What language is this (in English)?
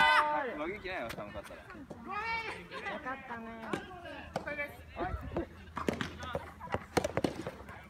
Japanese